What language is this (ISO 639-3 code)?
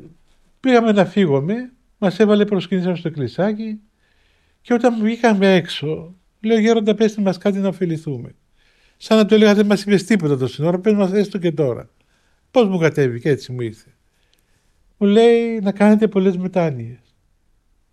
ell